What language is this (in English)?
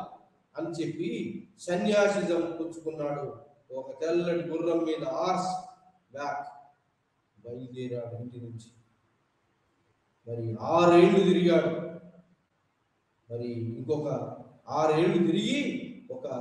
Telugu